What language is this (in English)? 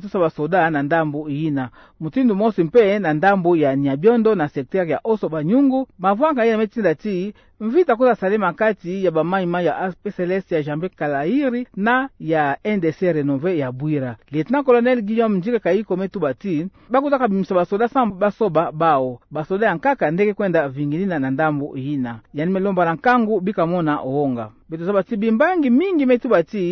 Kituba (Democratic Republic of Congo)